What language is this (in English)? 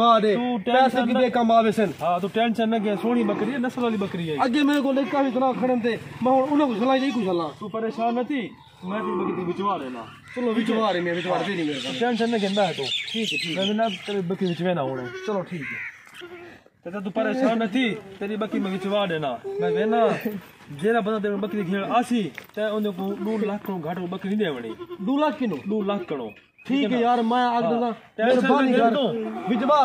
Saraiki